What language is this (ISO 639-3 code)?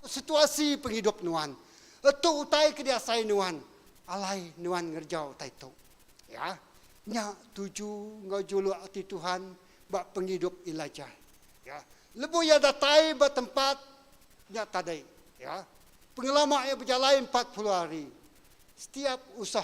iba